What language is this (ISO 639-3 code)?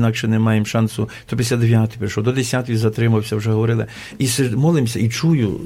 ukr